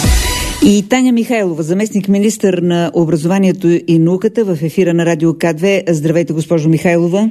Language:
Bulgarian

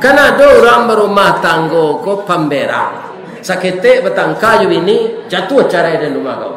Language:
Minangkabau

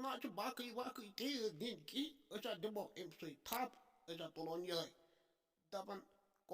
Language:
Kashmiri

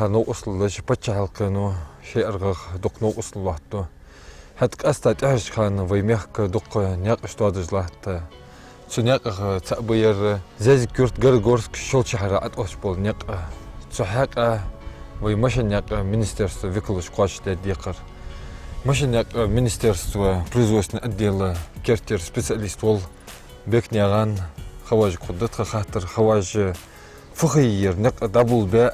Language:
Ingush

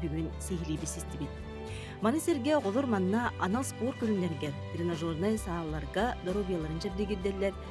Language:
Yakut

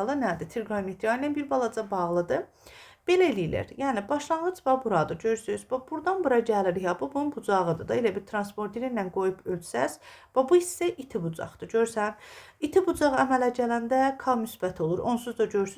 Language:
Azerbaijani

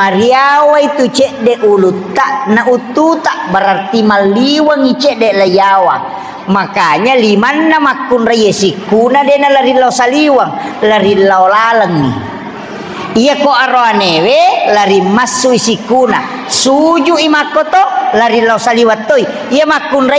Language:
Buginese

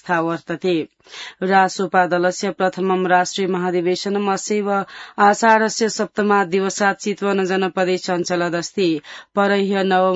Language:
Sanskrit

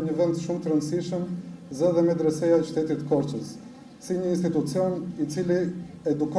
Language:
Albanian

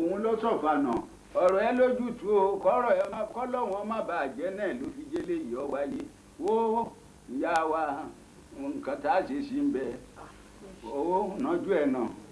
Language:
Yoruba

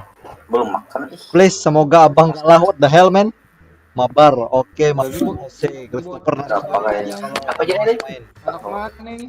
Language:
Banjar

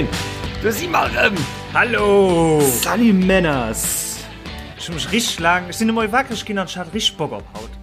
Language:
Luxembourgish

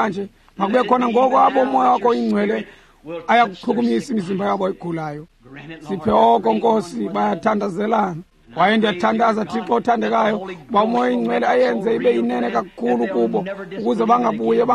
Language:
Xhosa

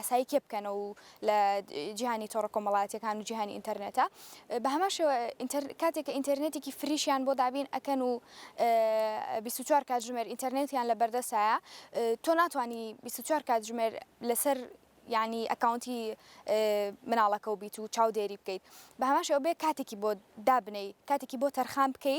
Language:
Central Kurdish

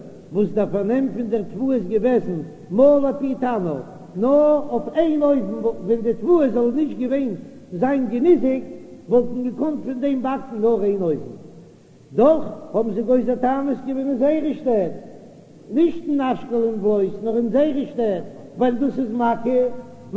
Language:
Yiddish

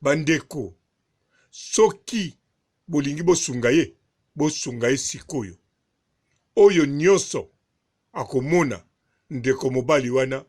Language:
Lingala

